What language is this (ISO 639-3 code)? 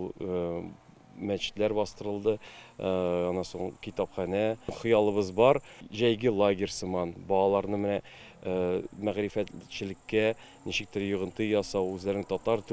tat